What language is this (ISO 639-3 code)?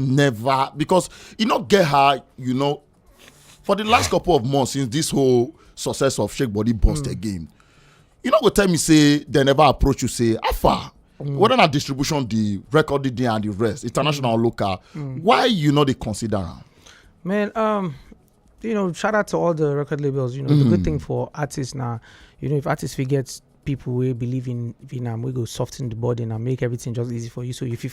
pcm